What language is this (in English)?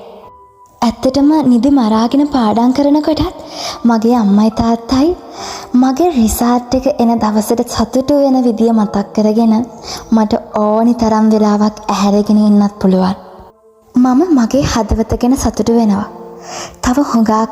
Sinhala